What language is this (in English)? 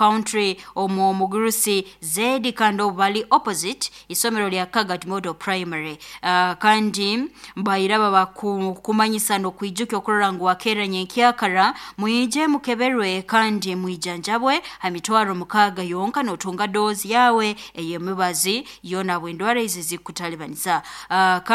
Nyoro